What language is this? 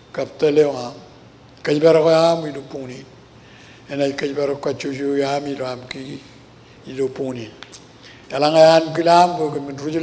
Marshallese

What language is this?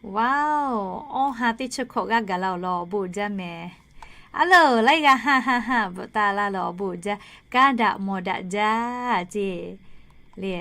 Lahu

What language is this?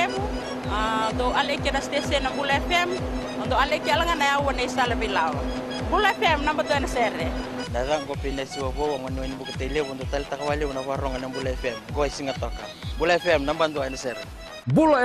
Fijian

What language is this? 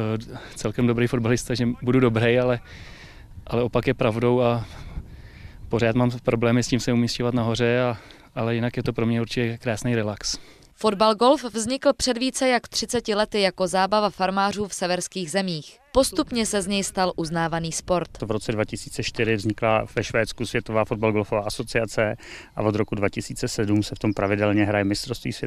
Czech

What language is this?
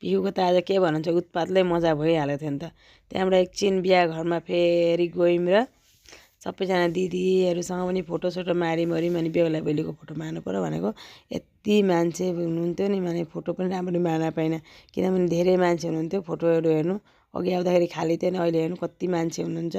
Nepali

